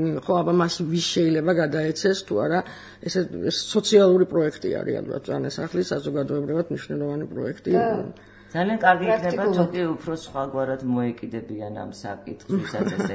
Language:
Georgian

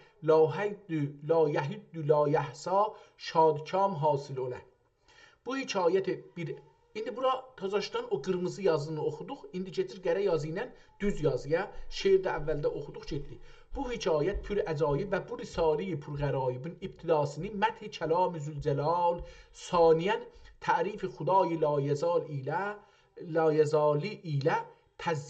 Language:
South Azerbaijani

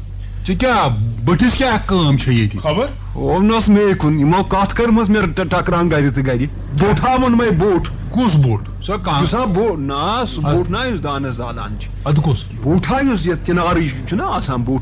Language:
Kashmiri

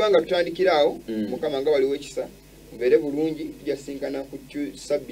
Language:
Ganda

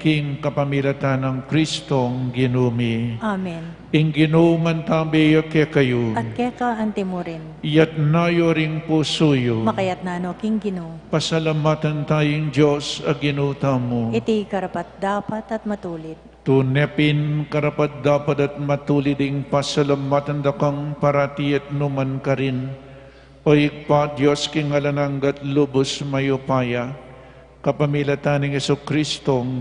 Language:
Pampanga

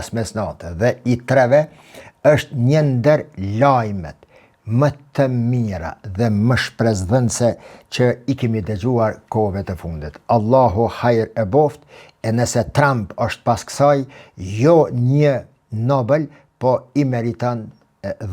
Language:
Albanian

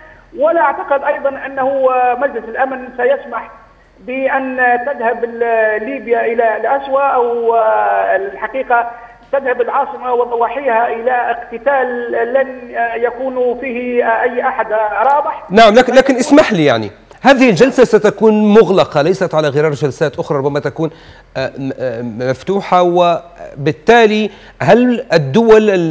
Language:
Arabic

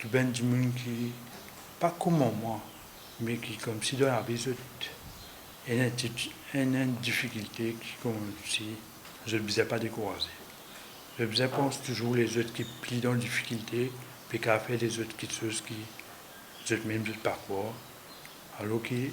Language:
Morisyen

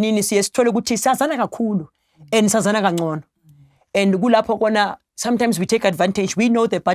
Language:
Zulu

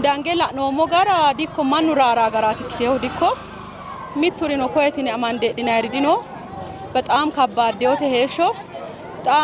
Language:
Sidamo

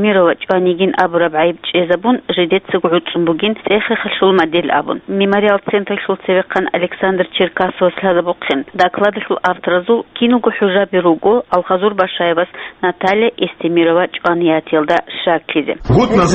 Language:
Avaric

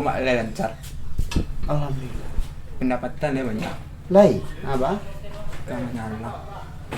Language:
Minangkabau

